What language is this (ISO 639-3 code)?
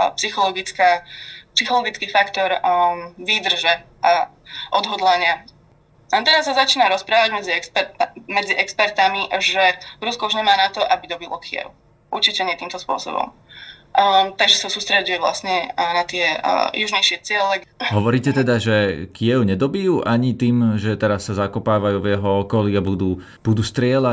slk